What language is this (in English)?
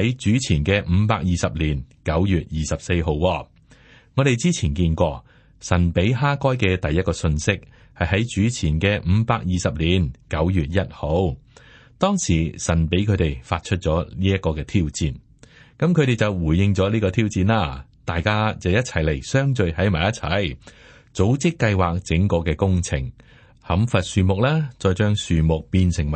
Cantonese